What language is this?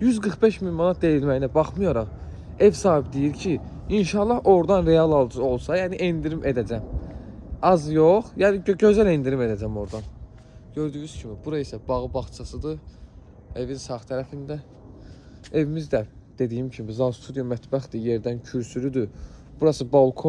Azerbaijani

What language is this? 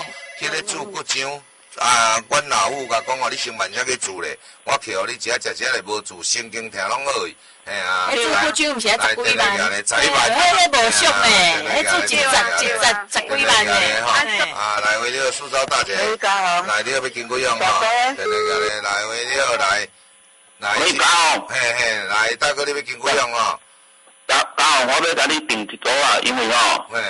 Min Nan Chinese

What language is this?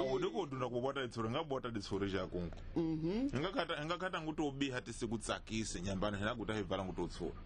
Tsonga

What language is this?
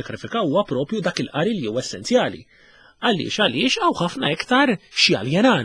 Maltese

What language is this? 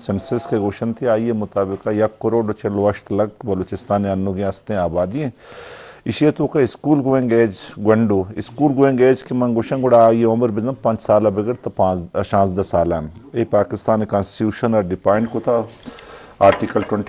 Eastern Balochi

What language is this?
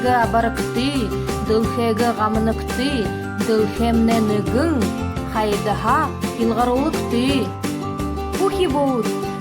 Buriat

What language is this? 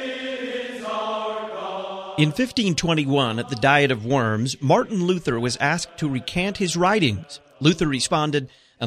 English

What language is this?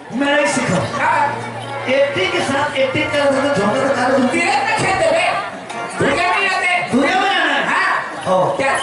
Chhattisgarhi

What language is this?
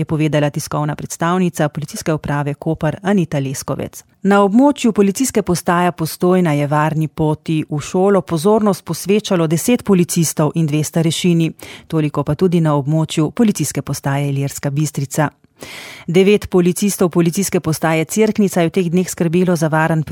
Slovenian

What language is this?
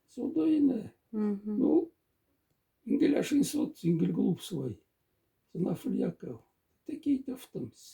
Moksha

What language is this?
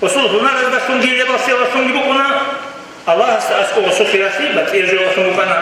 Avaric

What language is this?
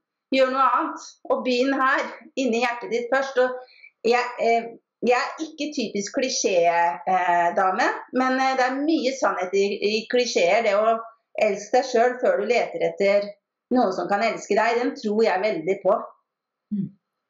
Norwegian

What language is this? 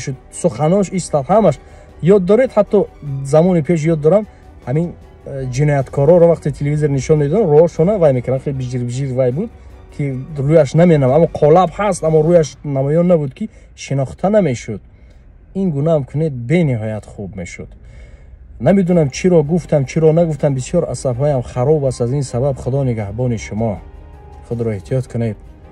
Tajik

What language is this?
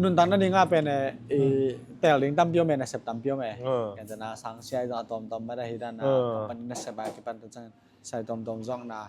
Tedim Chin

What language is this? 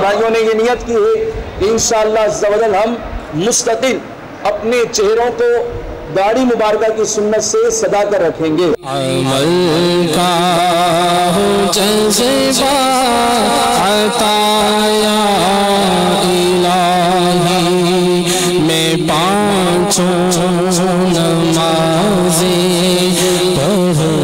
Urdu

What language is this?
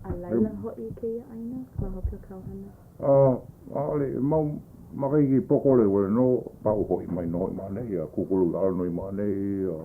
Hawaiian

